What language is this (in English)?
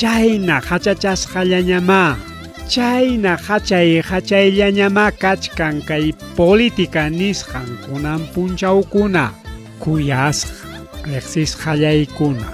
Ayacucho Quechua